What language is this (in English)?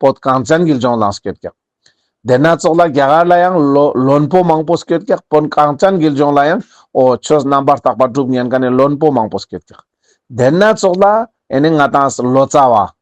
Ladakhi